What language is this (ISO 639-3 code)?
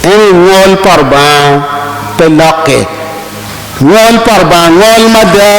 ach